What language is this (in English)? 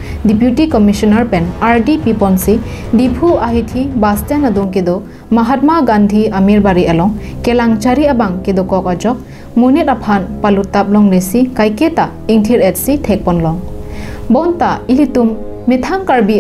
Karbi